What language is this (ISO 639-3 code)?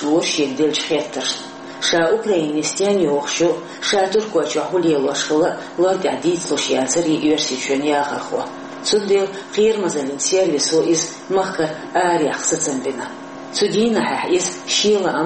che